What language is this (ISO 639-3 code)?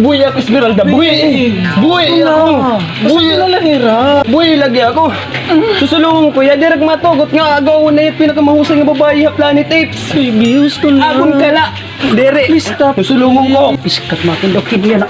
war